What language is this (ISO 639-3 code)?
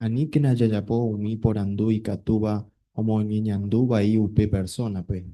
grn